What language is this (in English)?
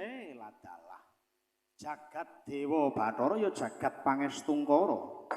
Javanese